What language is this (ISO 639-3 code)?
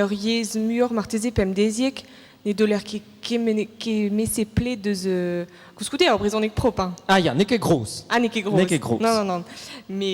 bre